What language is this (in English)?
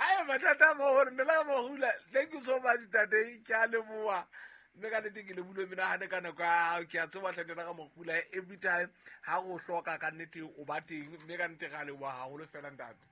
Southern Sotho